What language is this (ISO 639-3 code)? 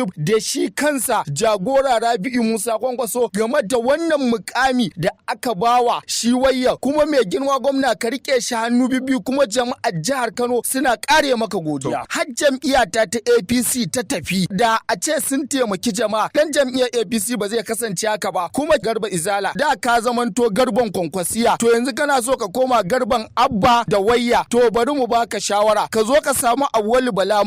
hau